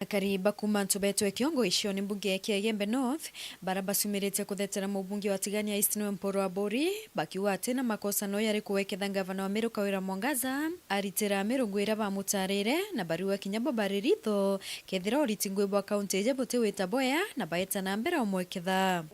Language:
Meru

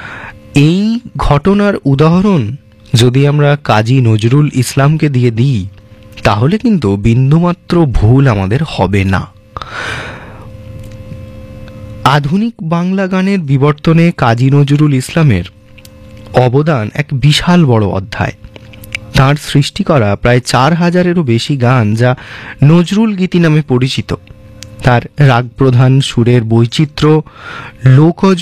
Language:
Bangla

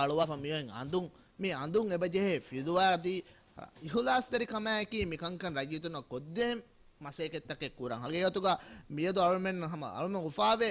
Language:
Divehi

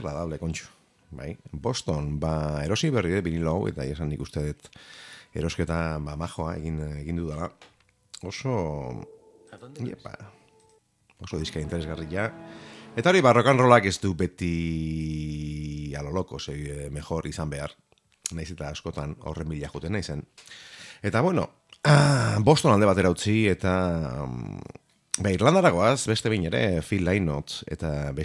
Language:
Basque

